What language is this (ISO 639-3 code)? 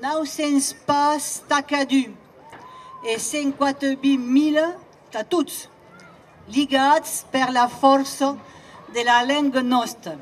oci